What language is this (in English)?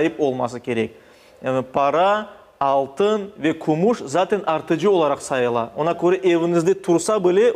Crimean Tatar